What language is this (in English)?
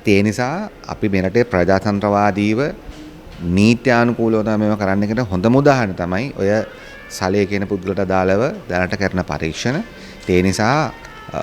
Sinhala